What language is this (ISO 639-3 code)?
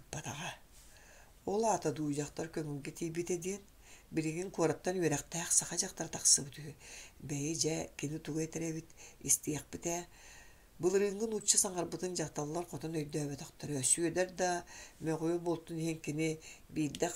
sah